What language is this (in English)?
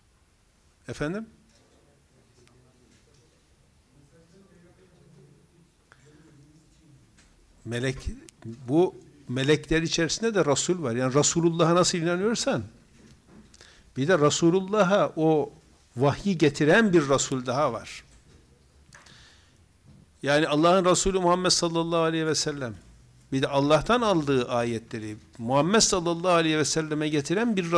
Turkish